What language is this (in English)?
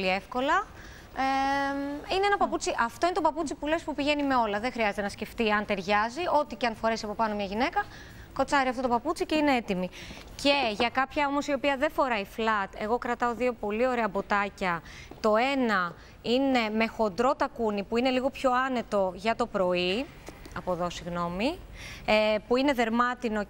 Greek